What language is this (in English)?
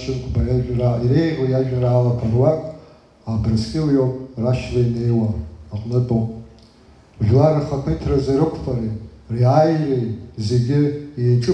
Abkhazian